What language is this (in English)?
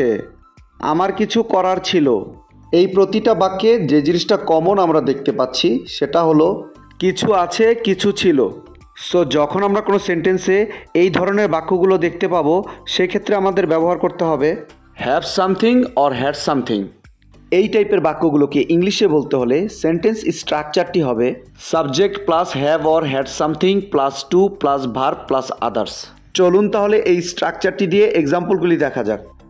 Bangla